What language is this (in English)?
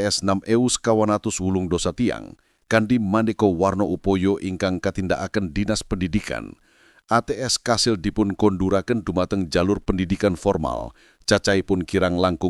Javanese